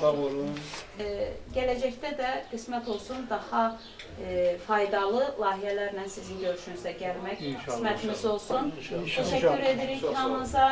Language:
Azerbaijani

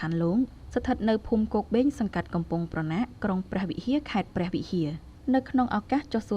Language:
Khmer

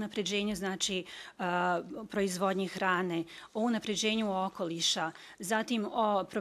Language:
Bosnian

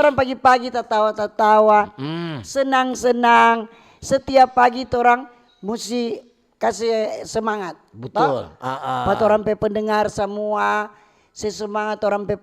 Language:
Manado Malay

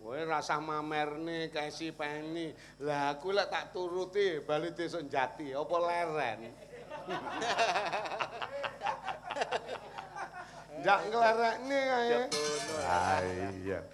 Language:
Javanese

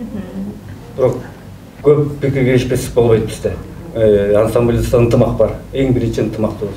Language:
Kyrgyz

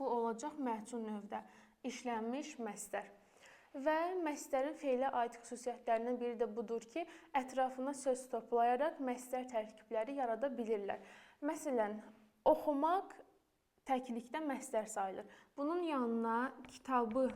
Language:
Azerbaijani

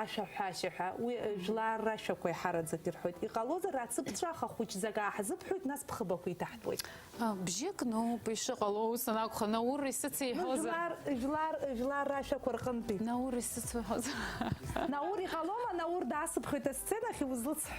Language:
Abkhazian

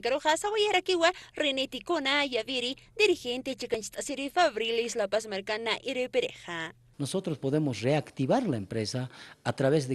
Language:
Aymara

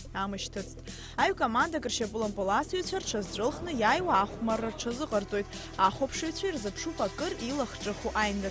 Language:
Abkhazian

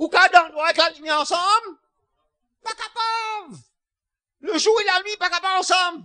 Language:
Morisyen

